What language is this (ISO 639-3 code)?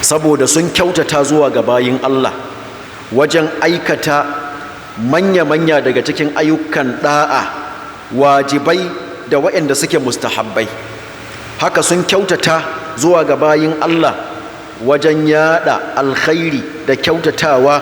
hau